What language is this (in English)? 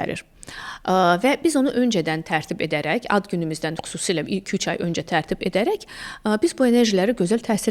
Azerbaijani